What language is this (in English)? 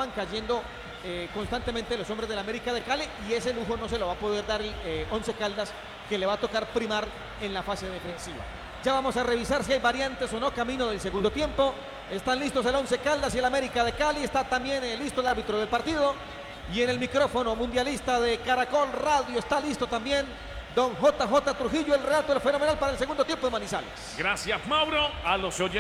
Spanish